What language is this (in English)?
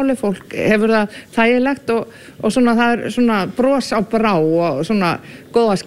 Icelandic